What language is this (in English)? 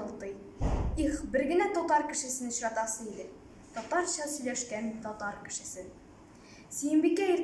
Tatar